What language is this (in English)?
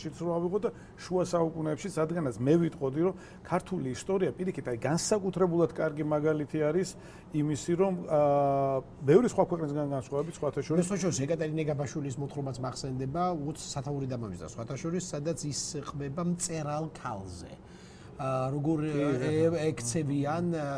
Georgian